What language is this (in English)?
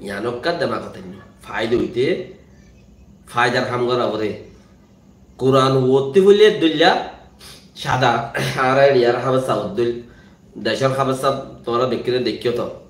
Rohingya